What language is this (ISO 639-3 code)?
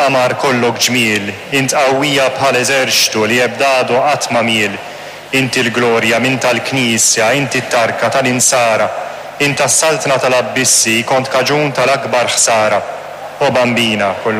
mlt